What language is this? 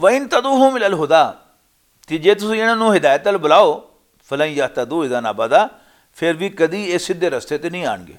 Western Panjabi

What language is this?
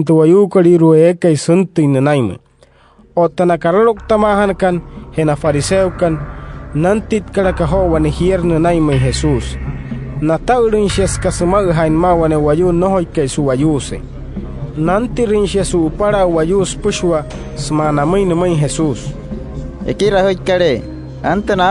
Wayuu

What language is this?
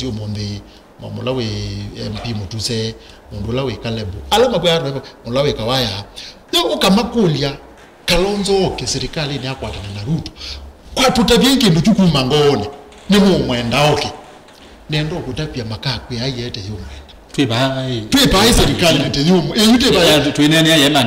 Kamba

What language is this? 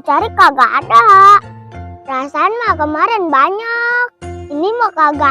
Betawi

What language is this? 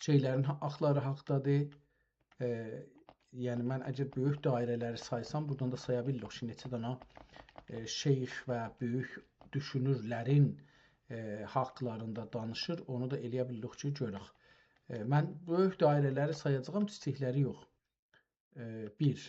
South Azerbaijani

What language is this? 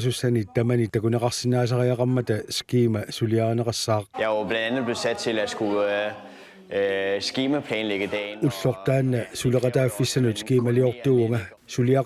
Kalaallisut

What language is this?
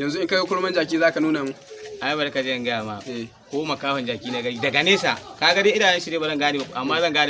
Hausa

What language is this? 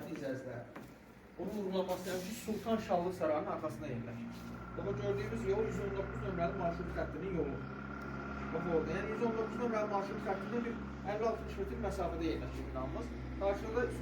Azerbaijani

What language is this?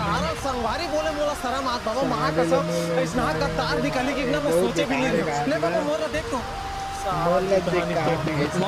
Chhattisgarhi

